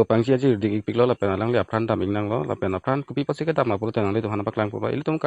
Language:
Karbi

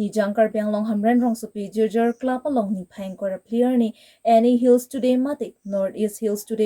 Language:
Karbi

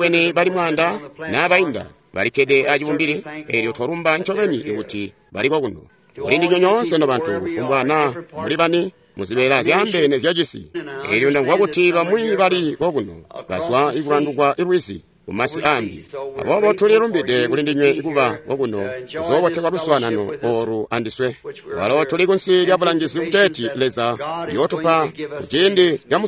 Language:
Tonga (Zambia)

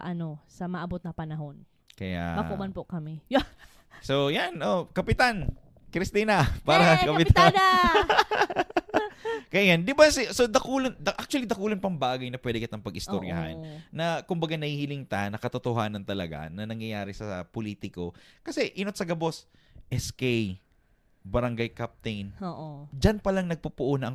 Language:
Bikol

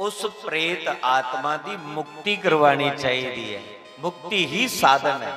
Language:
Dogri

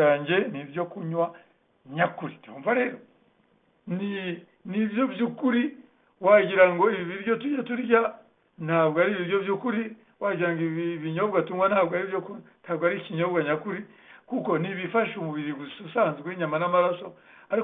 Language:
Kinyarwanda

